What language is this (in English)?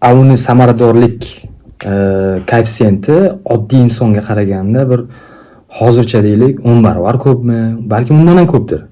Uzbek